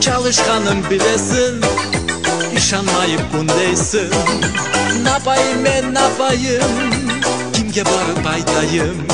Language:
Crimean Tatar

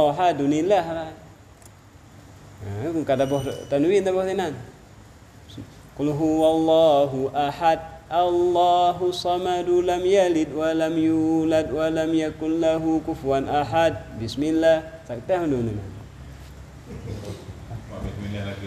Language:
Malay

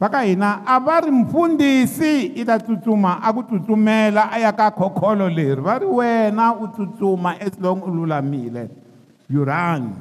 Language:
Tsonga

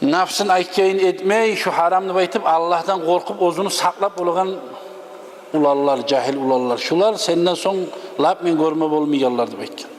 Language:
Kumyk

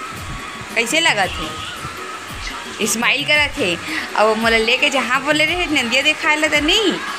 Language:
Chhattisgarhi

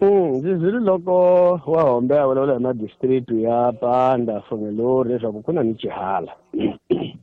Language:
Tsonga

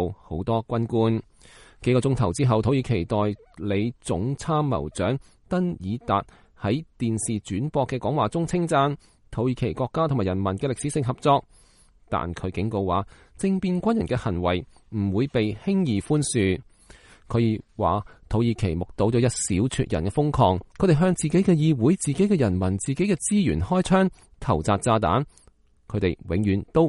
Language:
Cantonese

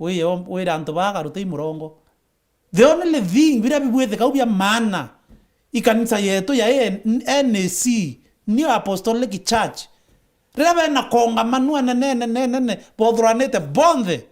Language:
Meru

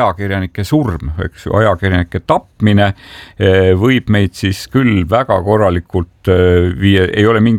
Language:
Estonian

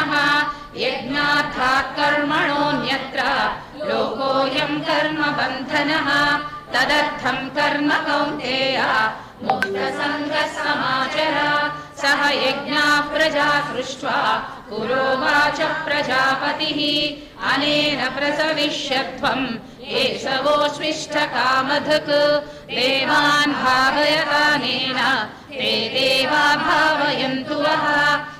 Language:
Sanskrit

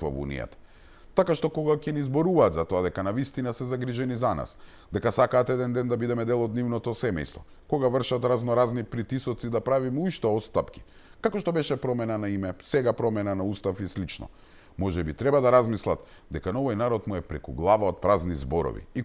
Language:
Macedonian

